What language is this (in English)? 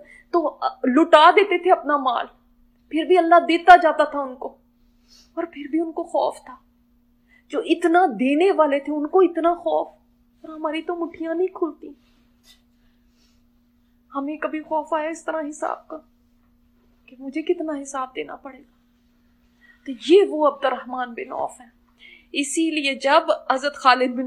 Urdu